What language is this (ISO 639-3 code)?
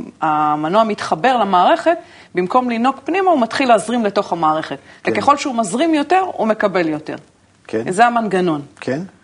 heb